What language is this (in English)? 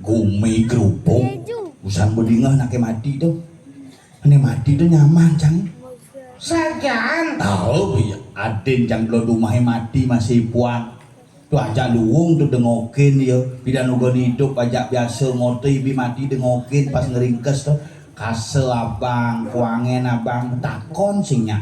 Balinese